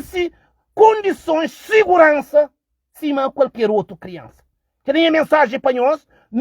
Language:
Kabuverdianu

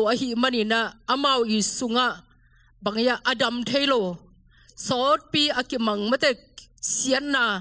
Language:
Tedim Chin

